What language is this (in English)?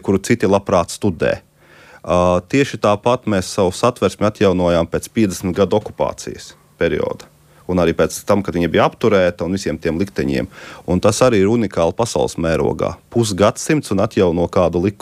Latvian